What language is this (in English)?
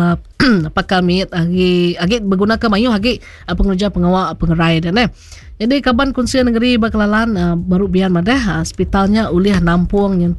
Iban